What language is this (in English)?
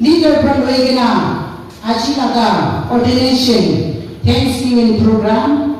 Naga Pidgin